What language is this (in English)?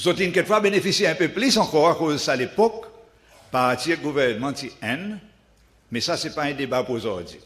Seselwa Creole French